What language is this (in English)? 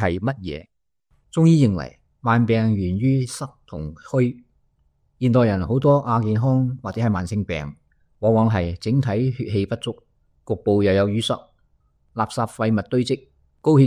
Cantonese